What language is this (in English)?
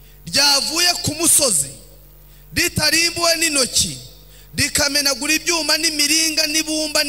Kinyarwanda